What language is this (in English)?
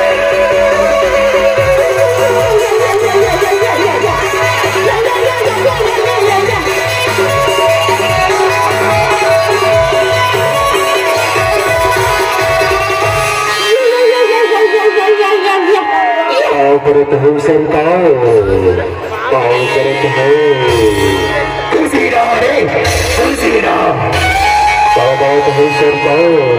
Bhojpuri